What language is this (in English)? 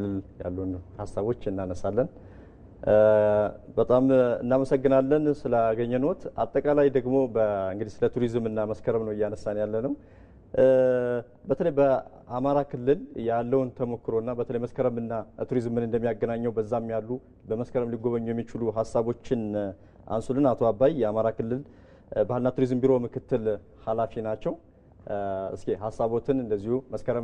Amharic